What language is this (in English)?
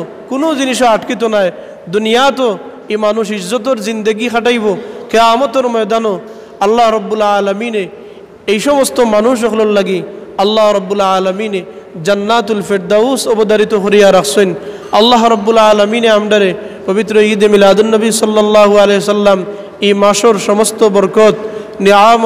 Sylheti